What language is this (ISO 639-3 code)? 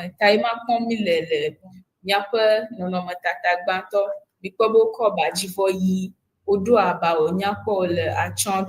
ewe